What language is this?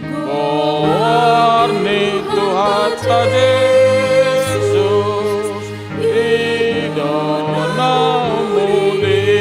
Batak Toba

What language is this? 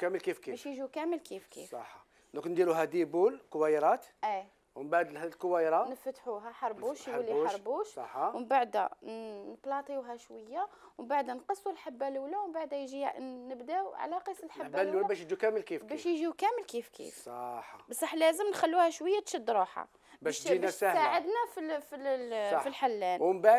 Algerian Arabic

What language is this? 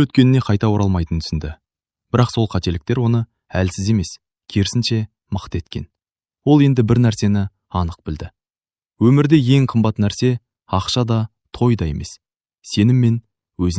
Kazakh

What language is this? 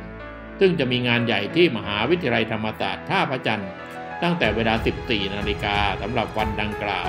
Thai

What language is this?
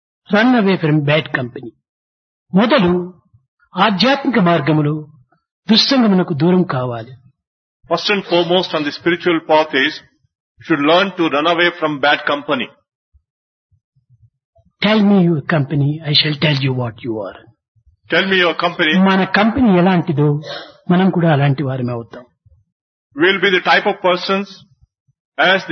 Telugu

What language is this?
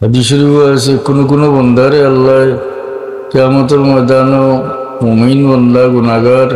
Sylheti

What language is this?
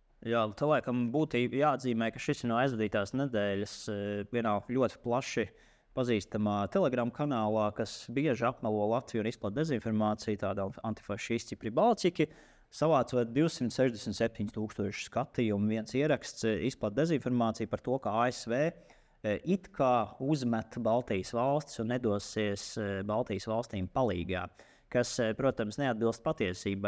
Latvian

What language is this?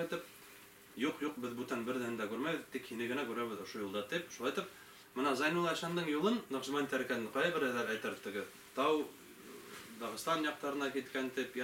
Bashkir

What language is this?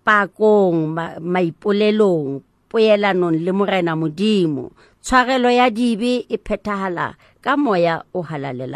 Southern Sotho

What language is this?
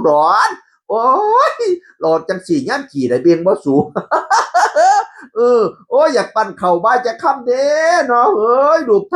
Northeastern Thai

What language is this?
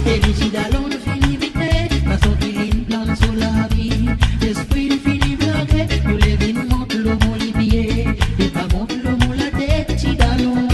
Seselwa Creole French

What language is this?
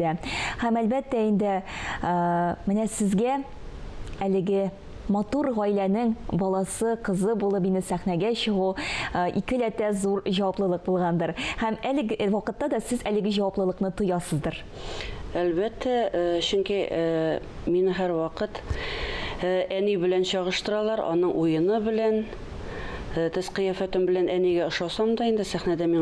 Tatar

